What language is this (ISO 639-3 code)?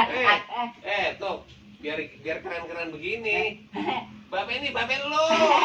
bew